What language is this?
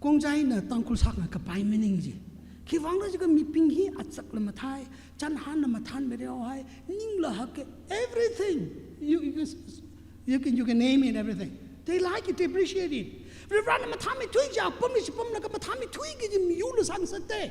Tangkhul Naga (India)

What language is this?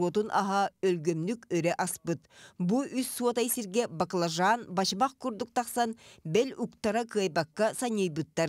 Yakut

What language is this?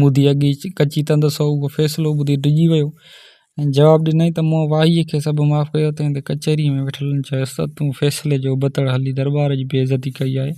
Sindhi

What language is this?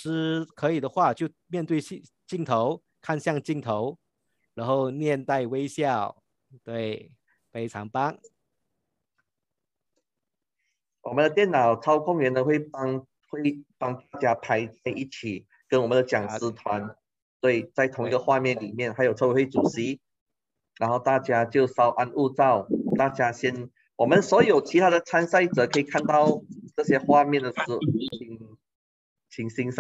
Chinese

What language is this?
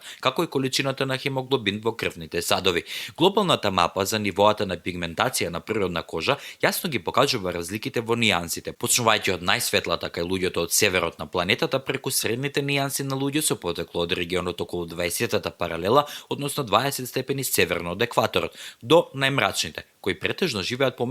Macedonian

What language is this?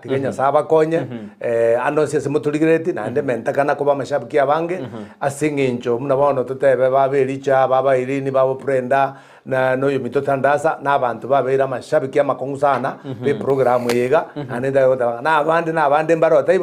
Gusii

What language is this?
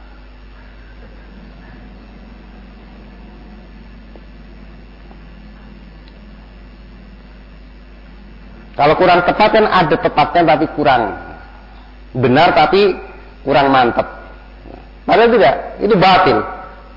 Indonesian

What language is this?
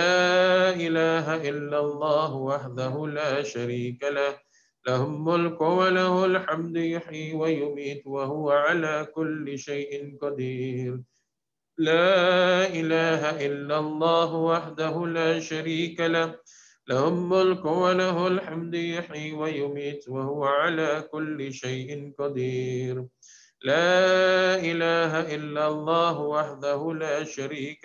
Arabic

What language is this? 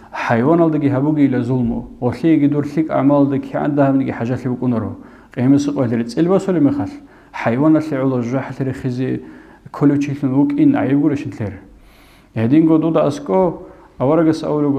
Avaric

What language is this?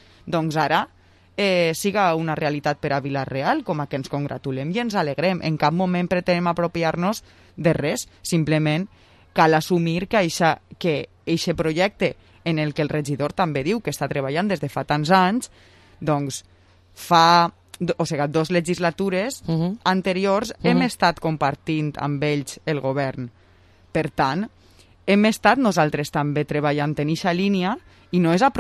Catalan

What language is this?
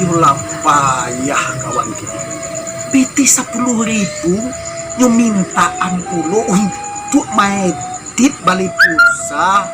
Minangkabau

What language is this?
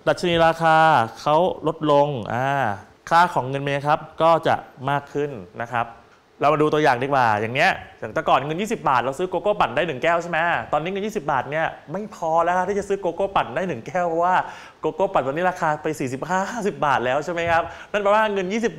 Thai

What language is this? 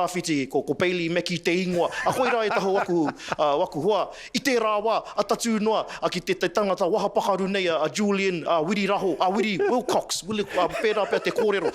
Māori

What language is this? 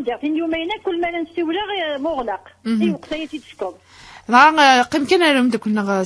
Kabyle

